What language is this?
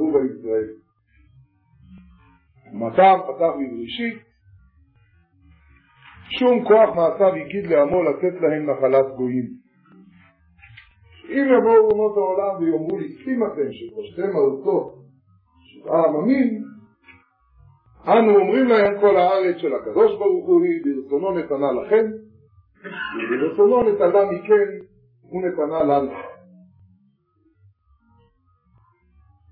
Hebrew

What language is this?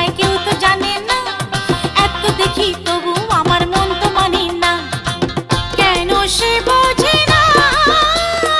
Bangla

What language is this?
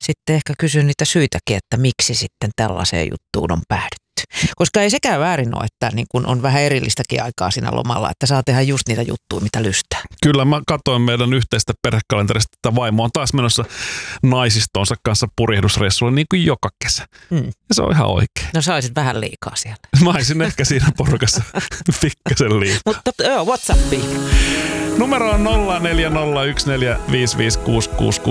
Finnish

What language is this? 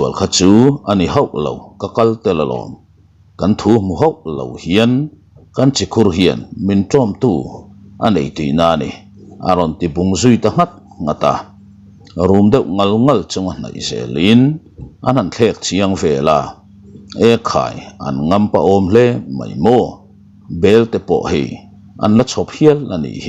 Mizo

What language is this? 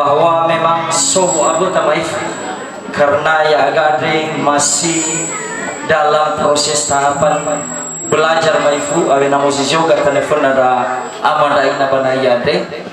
Nias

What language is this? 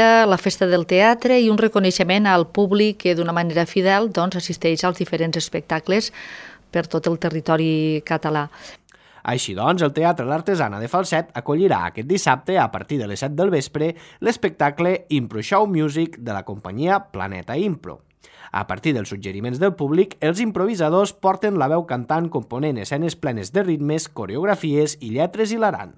Catalan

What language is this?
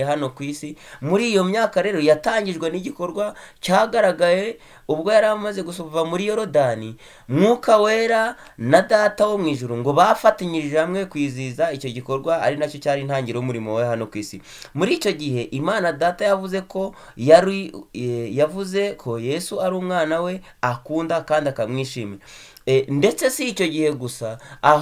Kinyarwanda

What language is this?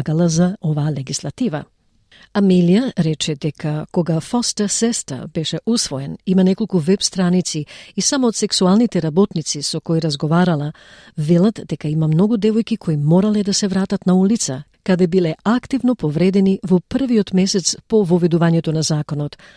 Macedonian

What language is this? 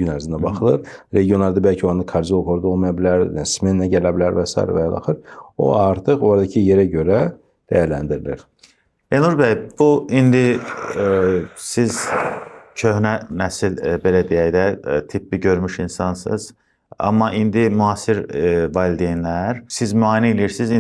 Azerbaijani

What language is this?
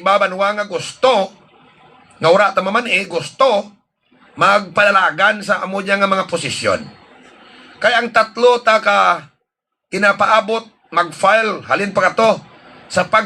Hiligaynon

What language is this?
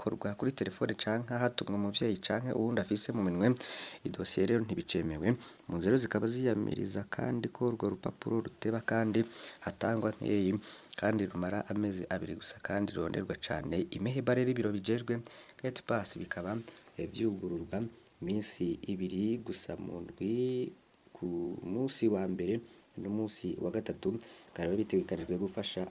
Rundi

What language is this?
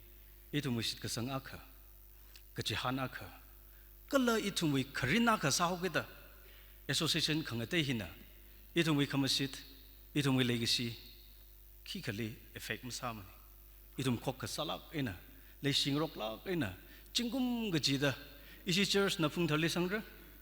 Tangkhul Naga (India)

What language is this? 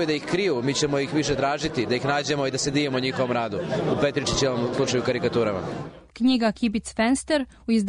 Serbian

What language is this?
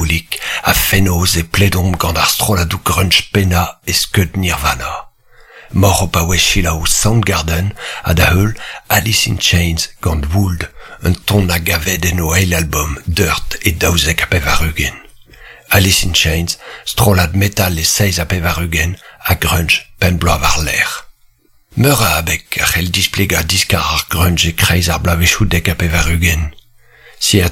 Breton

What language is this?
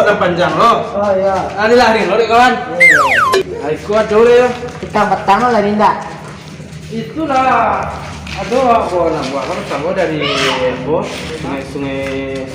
Minangkabau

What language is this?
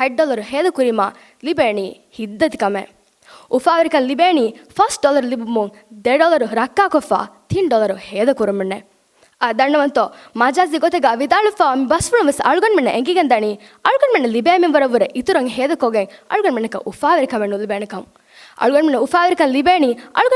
Divehi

